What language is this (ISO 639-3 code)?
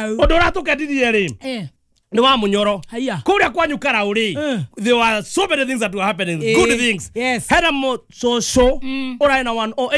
kik